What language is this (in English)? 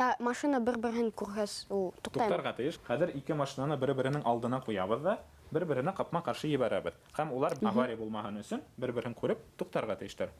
Bashkir